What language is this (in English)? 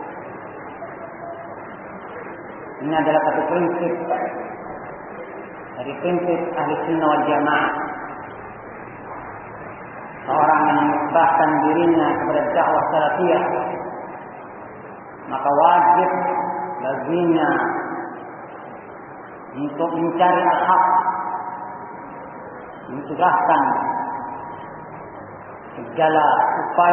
Indonesian